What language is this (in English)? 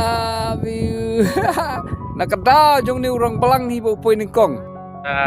Khasi